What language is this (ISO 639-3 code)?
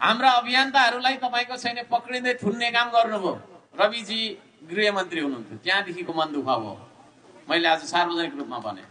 nep